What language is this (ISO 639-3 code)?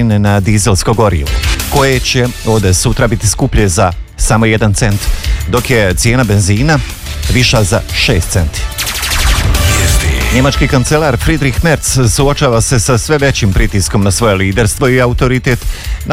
hrv